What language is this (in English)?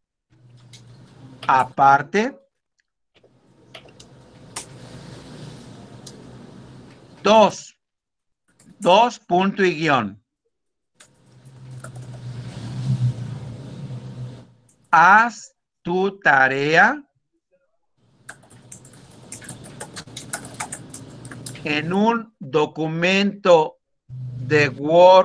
Spanish